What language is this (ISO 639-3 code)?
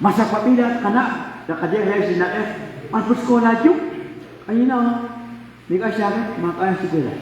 kek